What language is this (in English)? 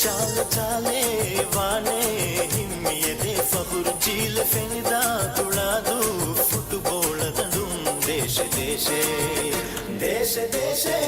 Divehi